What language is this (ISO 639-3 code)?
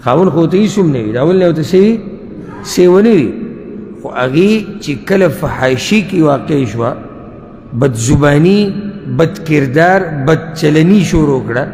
pus